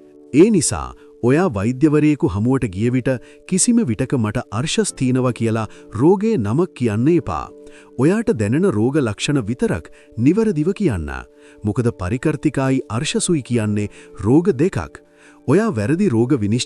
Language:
Sinhala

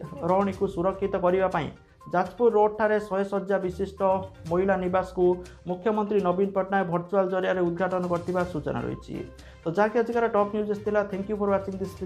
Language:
Odia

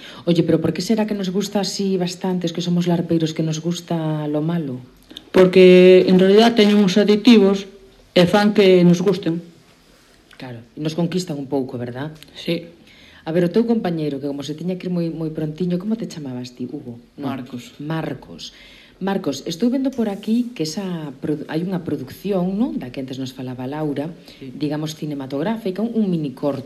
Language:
Galician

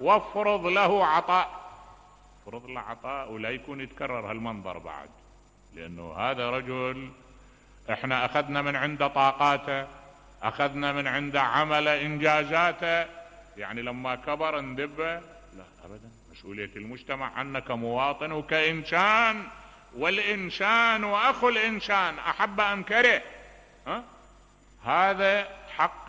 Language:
Mesopotamian Arabic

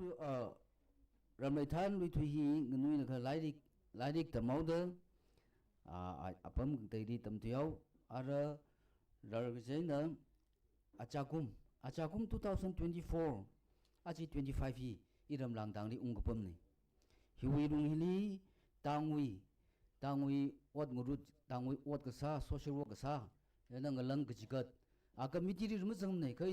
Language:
Tangkhul Naga (India)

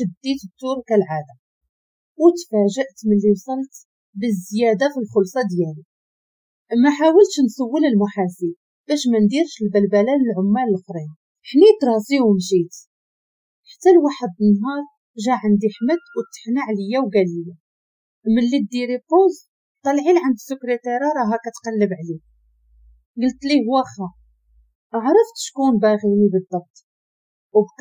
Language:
Moroccan Arabic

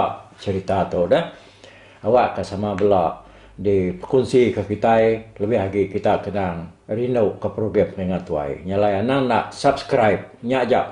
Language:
Iban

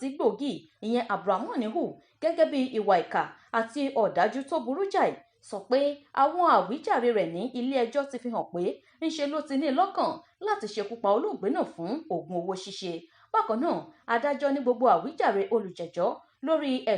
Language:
Yoruba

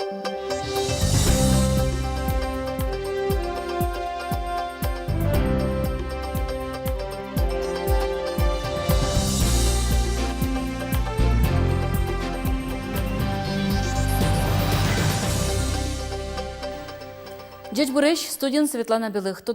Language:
Udmurt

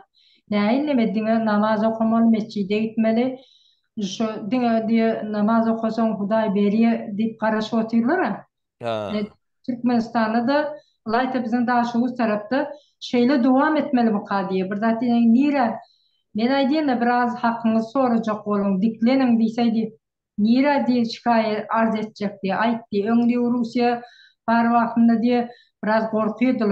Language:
Turkmen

